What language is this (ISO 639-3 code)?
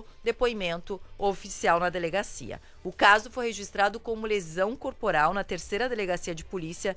por